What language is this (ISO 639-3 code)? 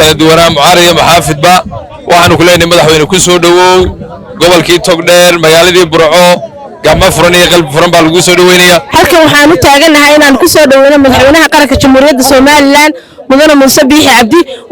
som